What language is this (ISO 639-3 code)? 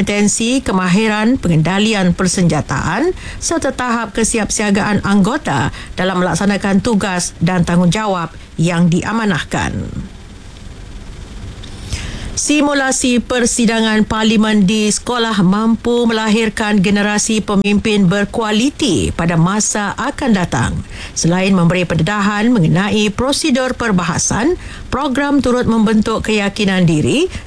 msa